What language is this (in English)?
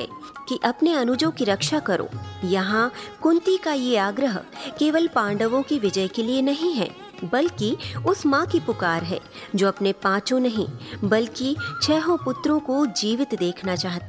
Hindi